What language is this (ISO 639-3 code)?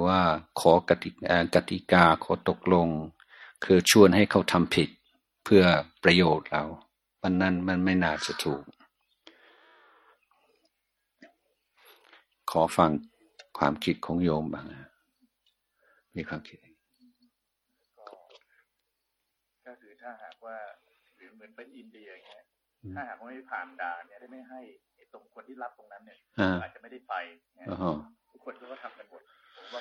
tha